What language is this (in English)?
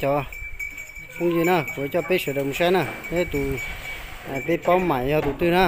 Hmong